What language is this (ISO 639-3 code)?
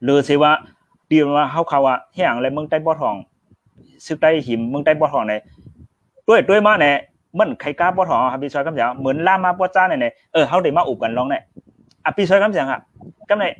shn